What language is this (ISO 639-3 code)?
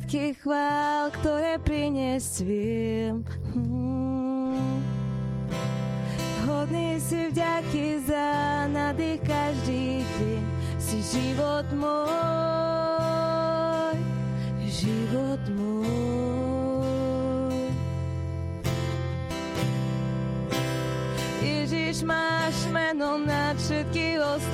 slk